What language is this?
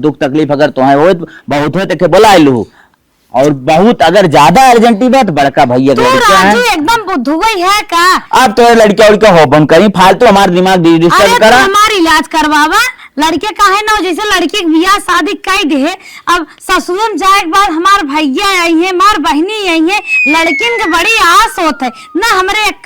Awadhi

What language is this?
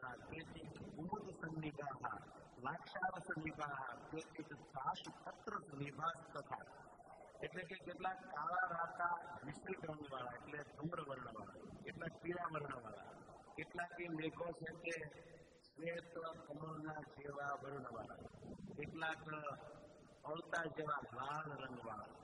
Gujarati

